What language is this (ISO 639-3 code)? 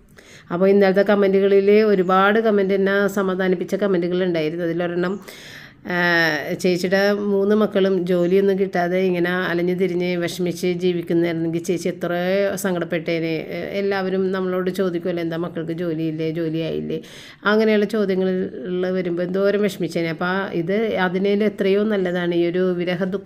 mal